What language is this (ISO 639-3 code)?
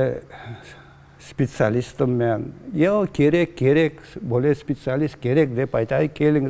crh